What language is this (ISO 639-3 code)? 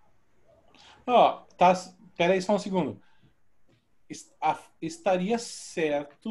por